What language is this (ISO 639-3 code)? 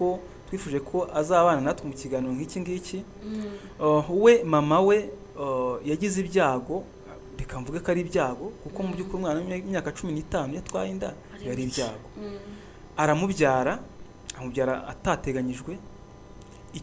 kin